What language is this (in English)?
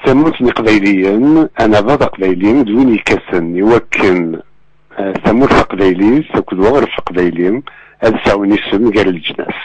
Kabyle